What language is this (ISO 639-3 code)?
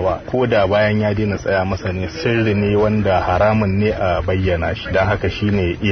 hau